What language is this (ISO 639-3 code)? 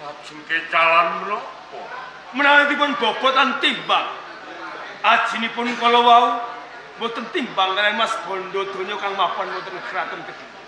jav